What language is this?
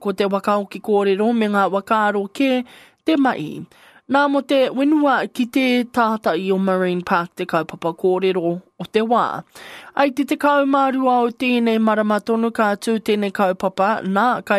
Māori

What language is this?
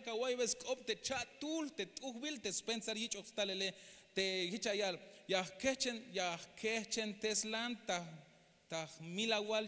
Tzeltal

